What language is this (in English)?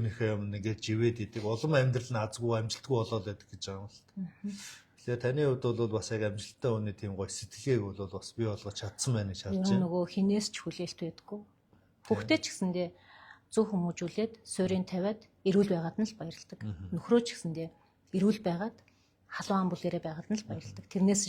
Mongolian